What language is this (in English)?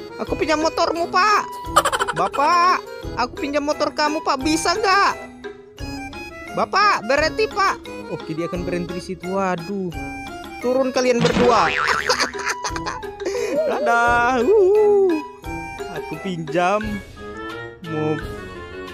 Indonesian